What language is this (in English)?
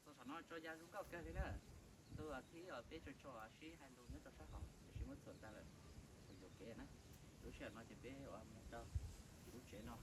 Hmong